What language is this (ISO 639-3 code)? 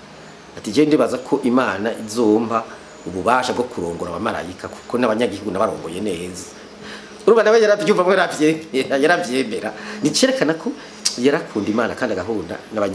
run